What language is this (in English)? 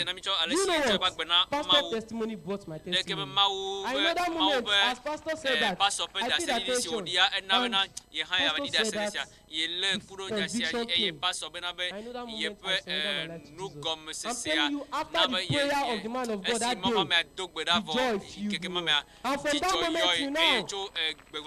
Ewe